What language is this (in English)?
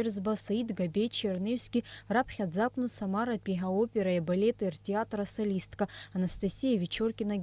Abkhazian